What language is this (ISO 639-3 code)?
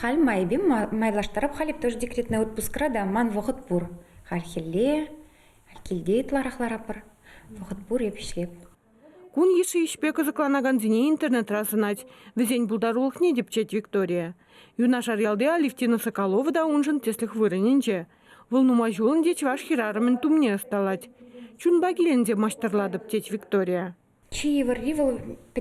chv